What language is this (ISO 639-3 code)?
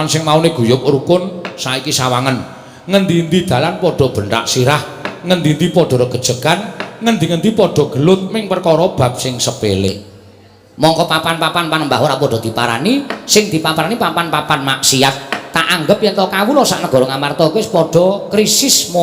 jav